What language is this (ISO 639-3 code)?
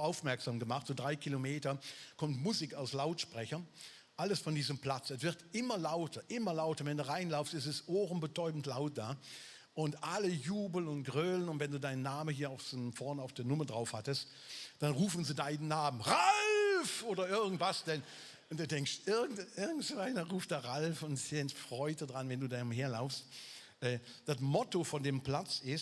gsw